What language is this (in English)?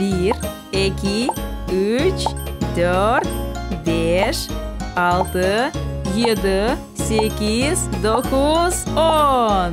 Crimean Tatar